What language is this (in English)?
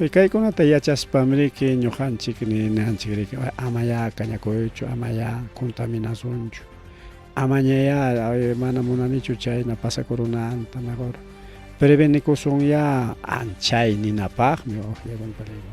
Ayacucho Quechua